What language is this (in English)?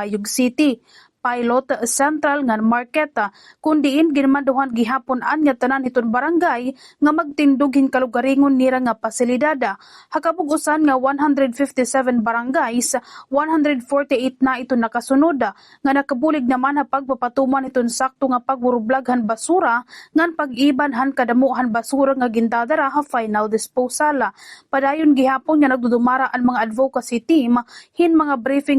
Waray